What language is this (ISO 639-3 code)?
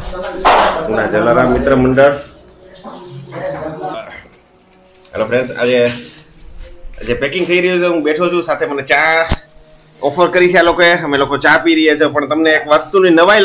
guj